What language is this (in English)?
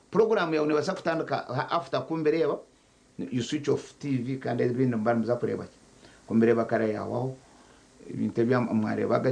Nyankole